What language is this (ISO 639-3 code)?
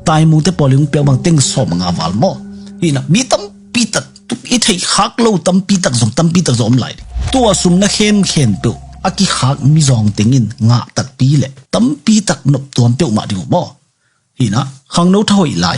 ctd